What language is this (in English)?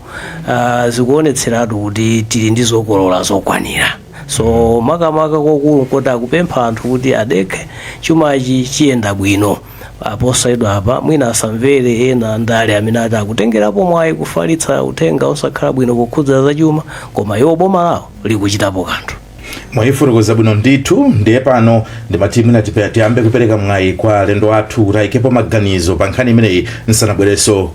Nyanja